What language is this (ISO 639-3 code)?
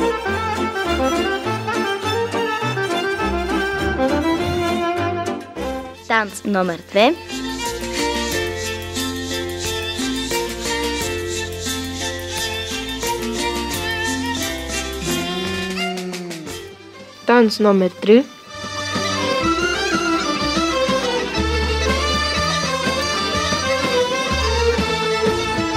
bul